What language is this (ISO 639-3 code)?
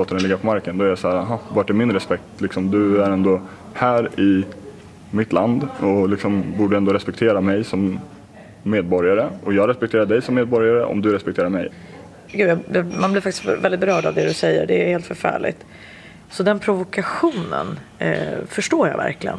swe